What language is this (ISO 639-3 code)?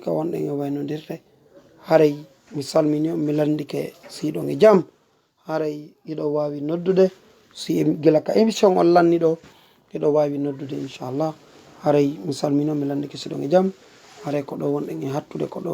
ful